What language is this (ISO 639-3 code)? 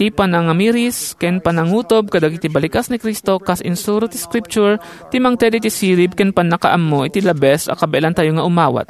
ilo